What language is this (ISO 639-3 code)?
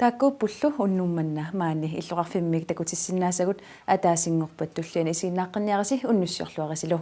kal